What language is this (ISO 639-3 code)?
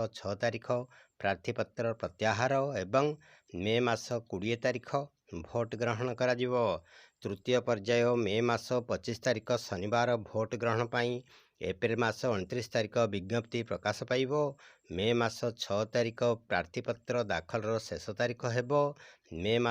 ori